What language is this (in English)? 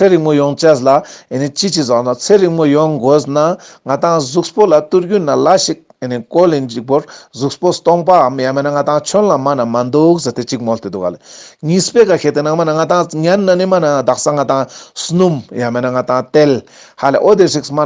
Ladakhi